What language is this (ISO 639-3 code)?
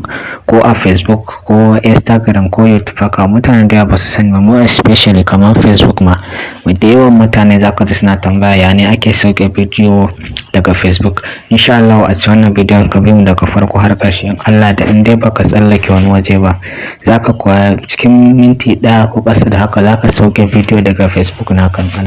hau